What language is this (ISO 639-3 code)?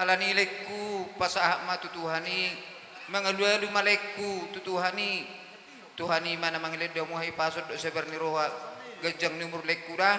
bbc